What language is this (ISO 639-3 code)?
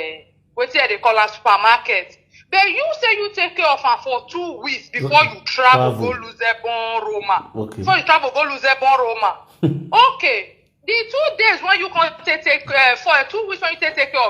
pcm